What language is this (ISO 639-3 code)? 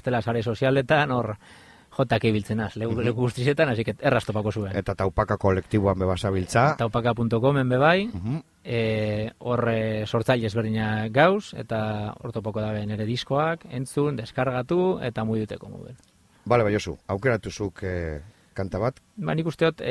eus